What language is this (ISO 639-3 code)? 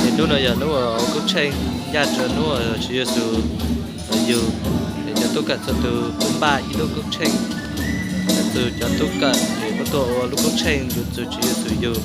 hmn